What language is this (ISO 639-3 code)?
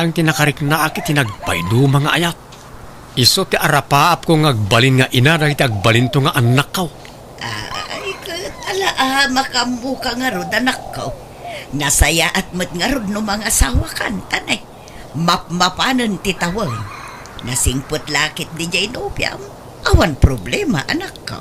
ilo